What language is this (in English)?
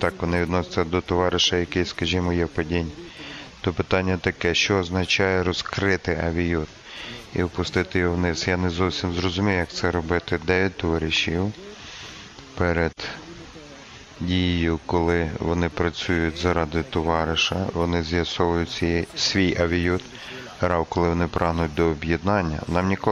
Ukrainian